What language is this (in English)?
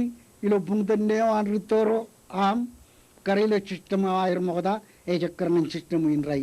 Marshallese